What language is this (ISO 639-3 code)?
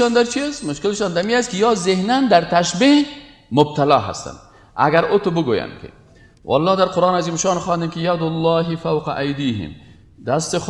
fas